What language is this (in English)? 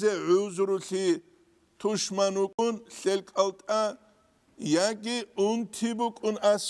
Avaric